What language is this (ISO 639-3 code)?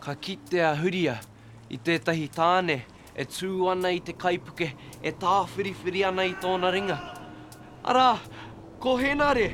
mri